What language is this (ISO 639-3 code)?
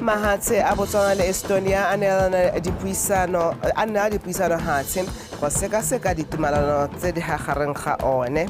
tsn